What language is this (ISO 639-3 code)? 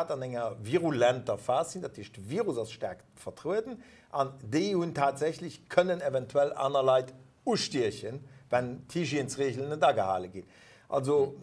ltz